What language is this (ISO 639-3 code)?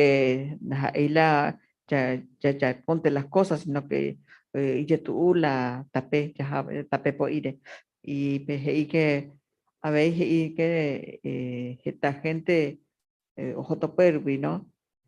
grn